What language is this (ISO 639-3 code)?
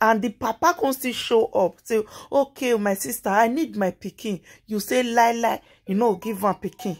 pcm